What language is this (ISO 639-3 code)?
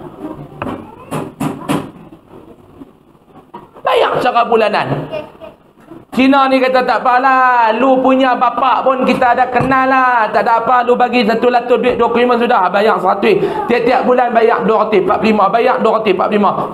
msa